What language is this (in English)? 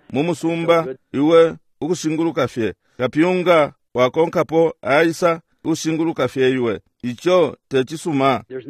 Bemba